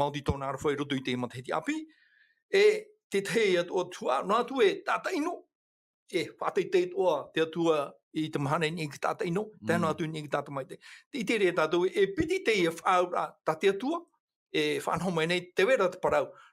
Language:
Tahitian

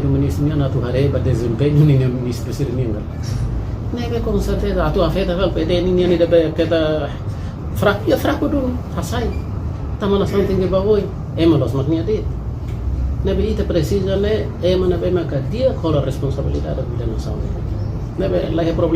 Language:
Tetum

